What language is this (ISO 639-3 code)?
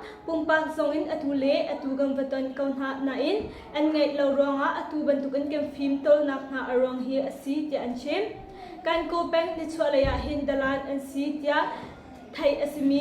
cnh